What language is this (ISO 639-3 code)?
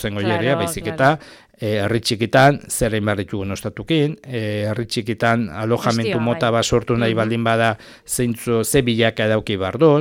eus